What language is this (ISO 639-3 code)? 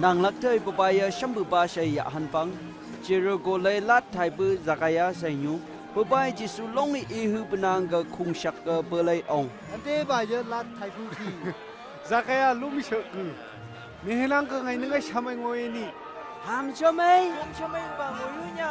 nph